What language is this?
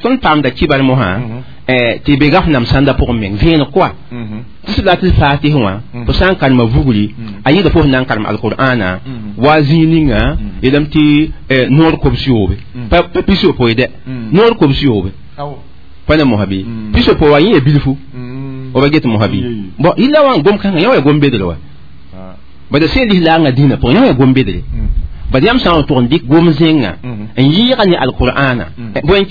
Mossi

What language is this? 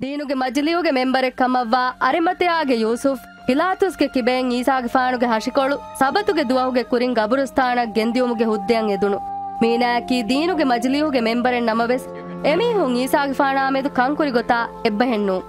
Divehi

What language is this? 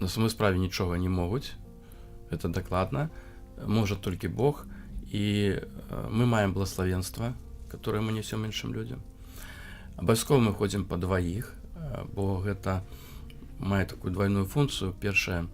Belarusian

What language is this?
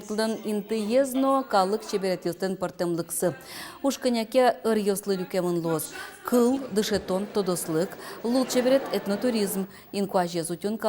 Udmurt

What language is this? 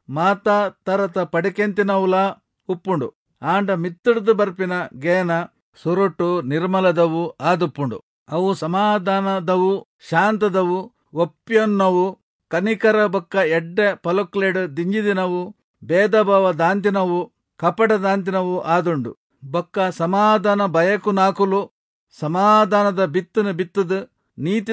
Tulu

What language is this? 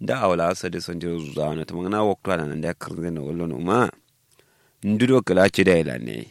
Kanuri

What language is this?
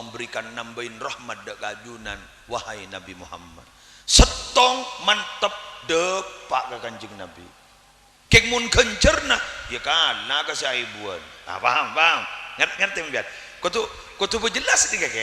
Madurese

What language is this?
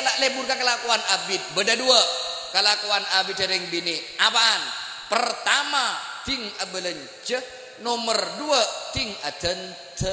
Madurese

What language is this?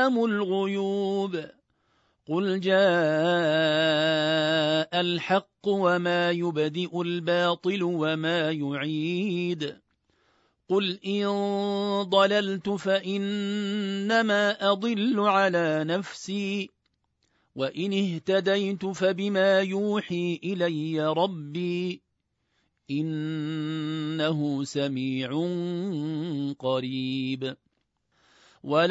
Arabic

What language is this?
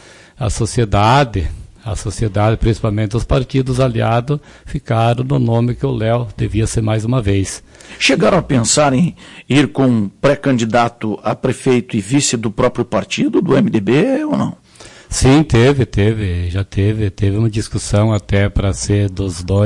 Portuguese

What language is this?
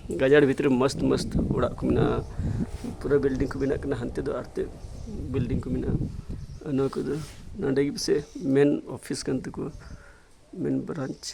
Santali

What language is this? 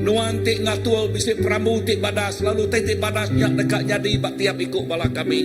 Iban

